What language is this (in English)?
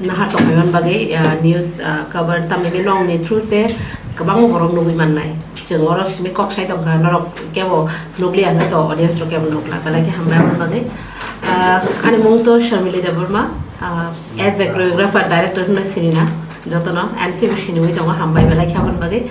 Kok Borok